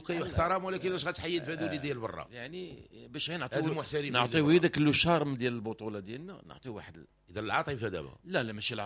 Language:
Moroccan Arabic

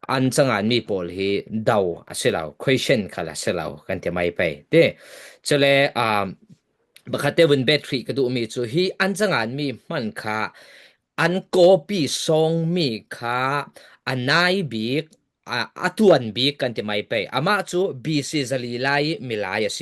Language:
Falam Chin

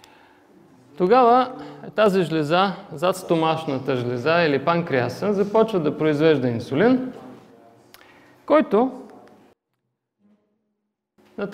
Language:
Bulgarian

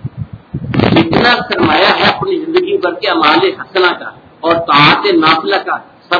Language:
Urdu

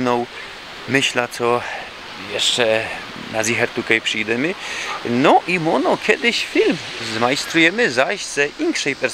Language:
Silesian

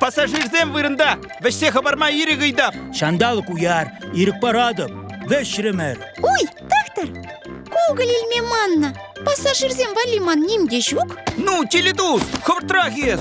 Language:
Chuvash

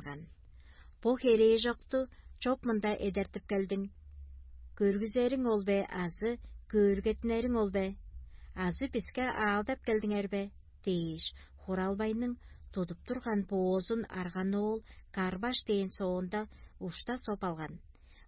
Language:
Tuvinian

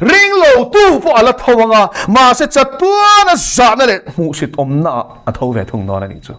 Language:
Mizo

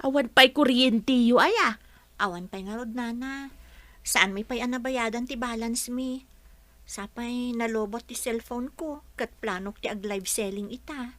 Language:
Iloko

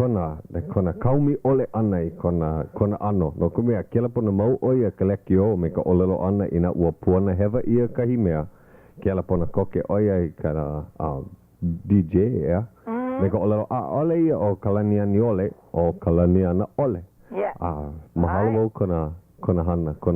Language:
Hawaiian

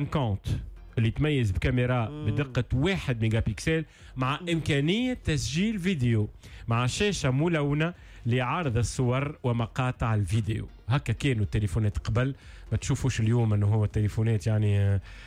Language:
Tunisian Arabic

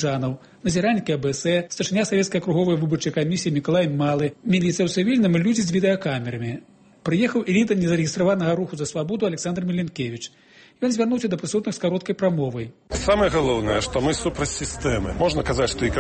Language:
Belarusian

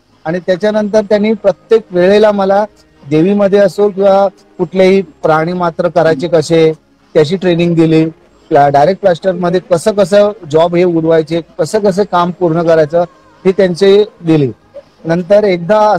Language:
Marathi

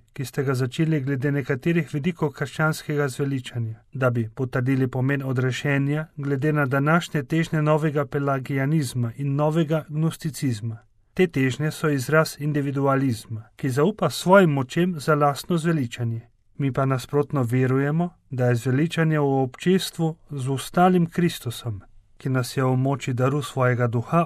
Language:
Slovenian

